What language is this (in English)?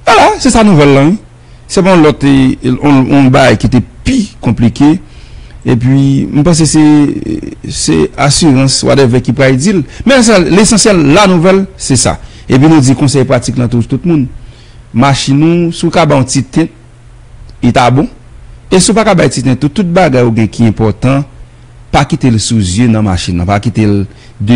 Haitian Creole